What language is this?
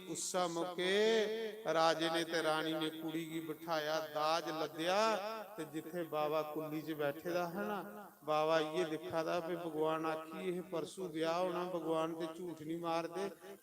Dogri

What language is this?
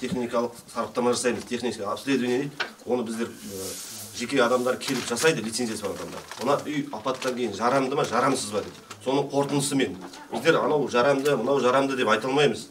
Kazakh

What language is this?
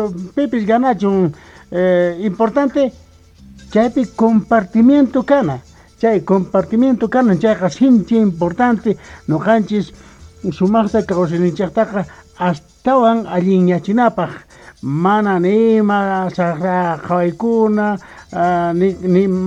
South Bolivian Quechua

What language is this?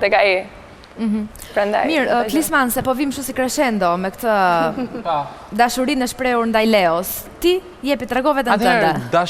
Albanian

